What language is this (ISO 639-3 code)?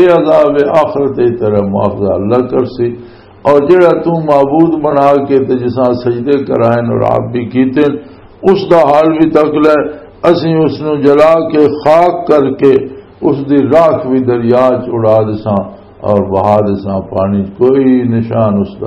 lah